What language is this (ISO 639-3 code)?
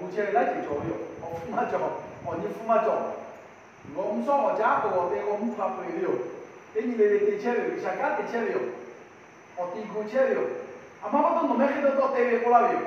lhu